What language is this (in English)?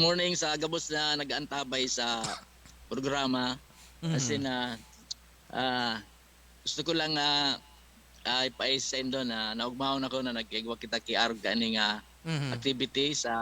Bikol